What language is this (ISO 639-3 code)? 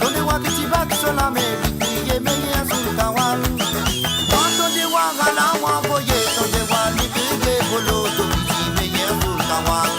mfe